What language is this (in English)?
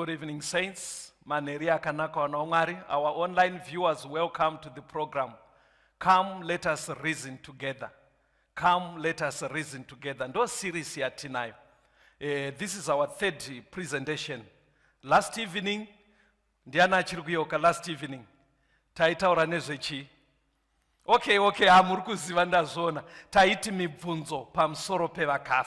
Shona